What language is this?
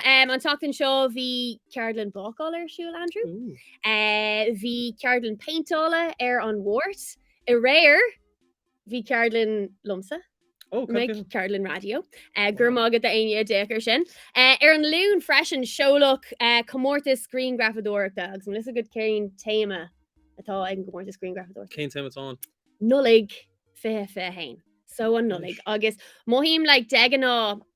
Irish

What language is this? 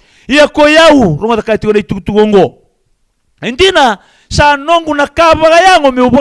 Fijian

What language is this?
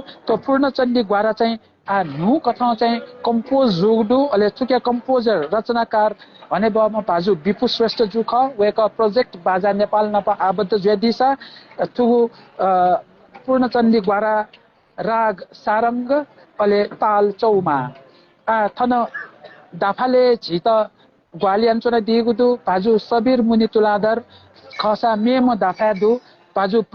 Newari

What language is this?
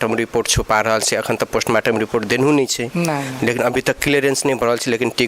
Maithili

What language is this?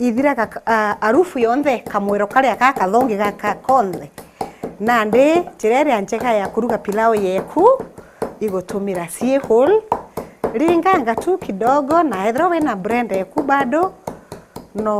Meru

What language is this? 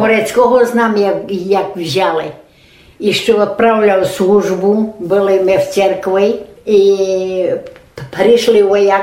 Rusyn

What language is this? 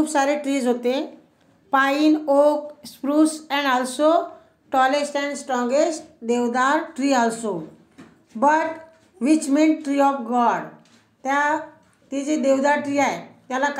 Marathi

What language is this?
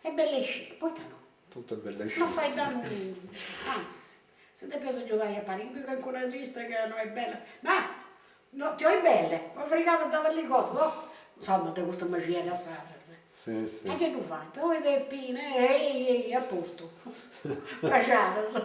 Sardinian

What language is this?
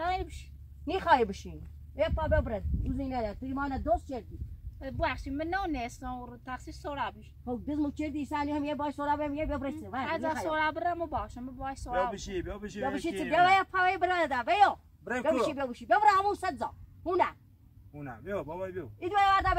Persian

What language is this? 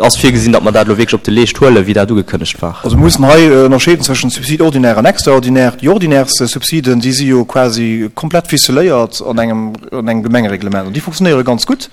Luxembourgish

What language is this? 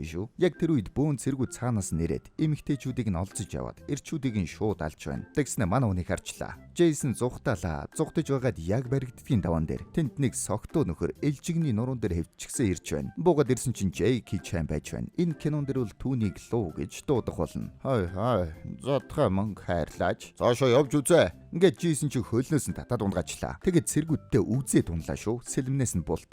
Mongolian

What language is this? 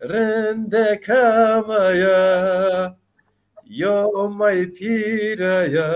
Zaza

